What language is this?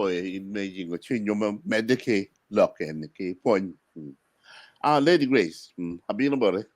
Acoli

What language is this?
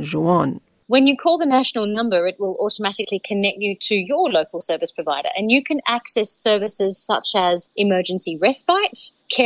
Kurdish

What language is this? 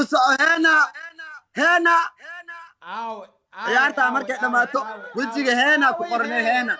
Somali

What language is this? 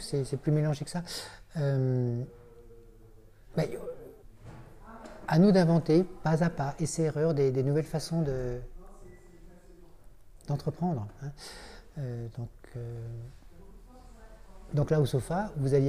French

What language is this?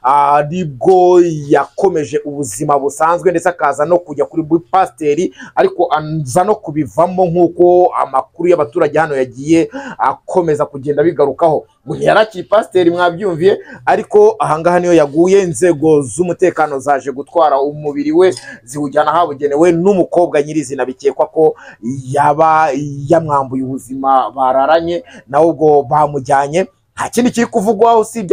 Kinyarwanda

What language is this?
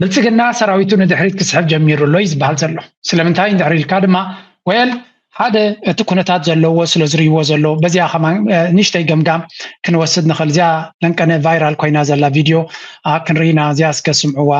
Tigrinya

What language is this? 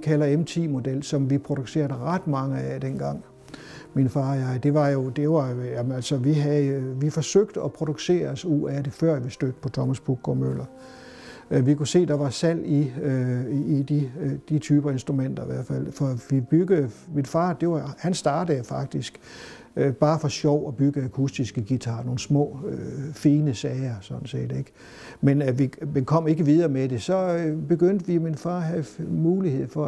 Danish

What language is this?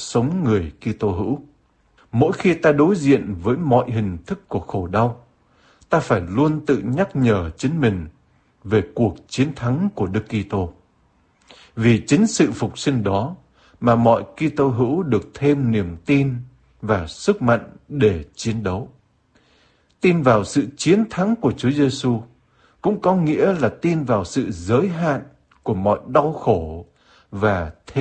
Vietnamese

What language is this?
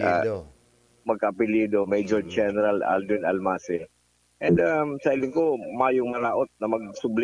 Bikol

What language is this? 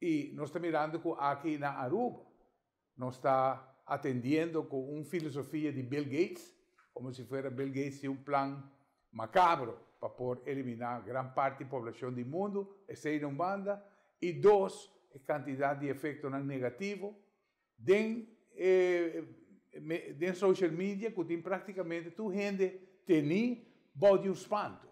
Papiamento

